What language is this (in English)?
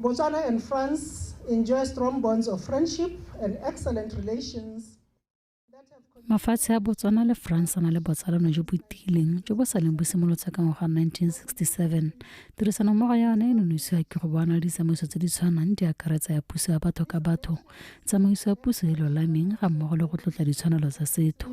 Tswana